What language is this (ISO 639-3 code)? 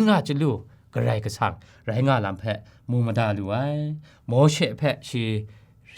kac